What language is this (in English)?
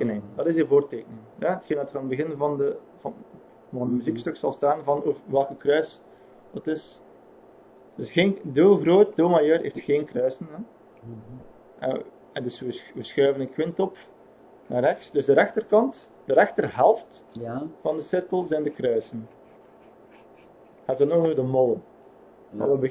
Dutch